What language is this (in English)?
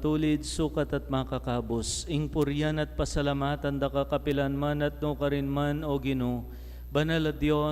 Pampanga